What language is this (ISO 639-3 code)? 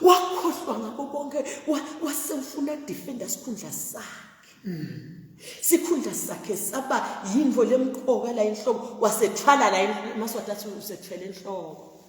zul